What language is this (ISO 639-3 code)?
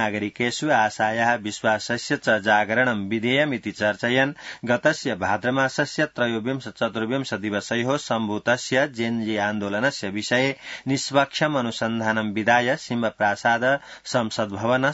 san